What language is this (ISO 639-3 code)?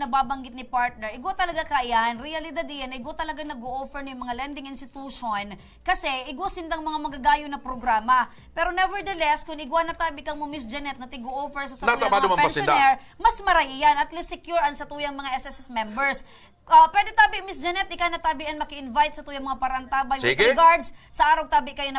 bik